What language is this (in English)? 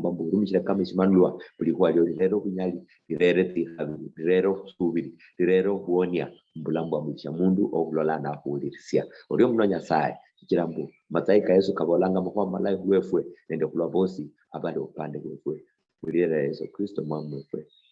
Luyia